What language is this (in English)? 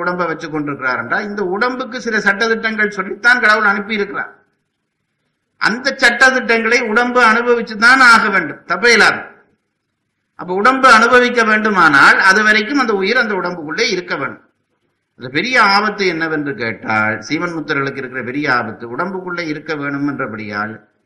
Tamil